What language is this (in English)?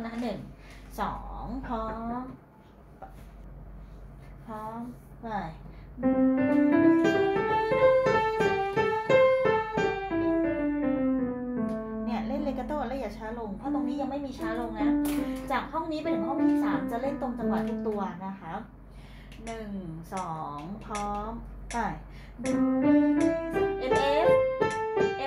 Thai